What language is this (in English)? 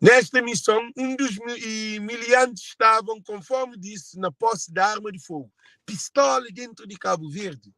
Kabuverdianu